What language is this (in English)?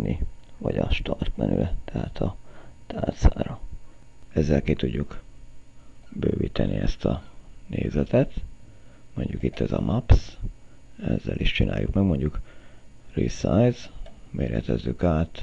Hungarian